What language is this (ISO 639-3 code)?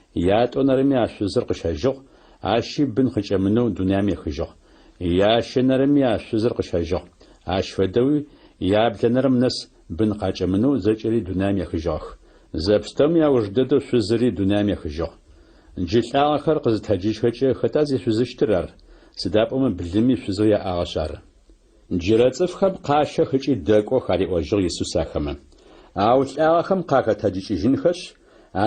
ady